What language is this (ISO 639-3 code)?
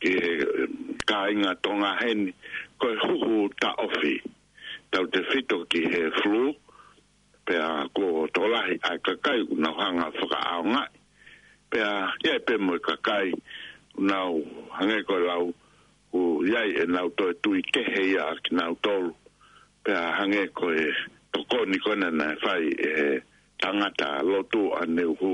ton